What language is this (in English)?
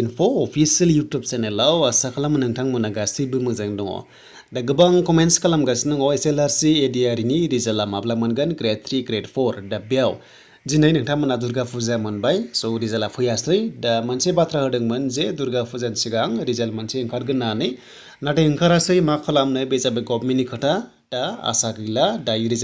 Bodo